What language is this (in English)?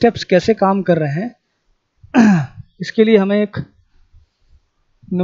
Hindi